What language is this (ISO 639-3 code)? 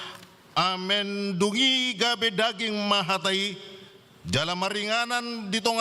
bbc